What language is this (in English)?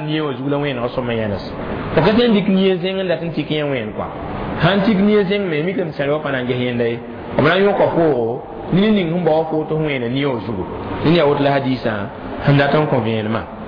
Mossi